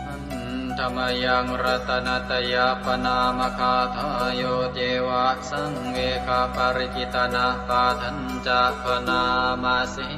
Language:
Pali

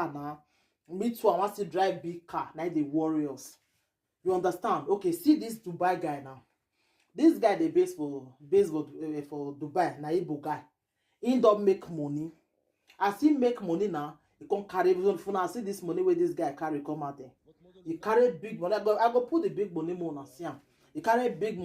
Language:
Nigerian Pidgin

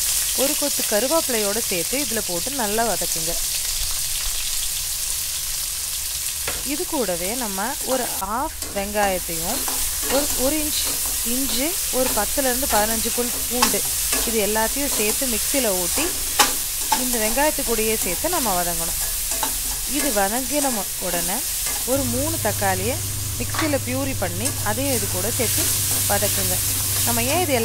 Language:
Tamil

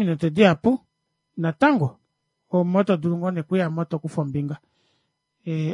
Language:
Kuanyama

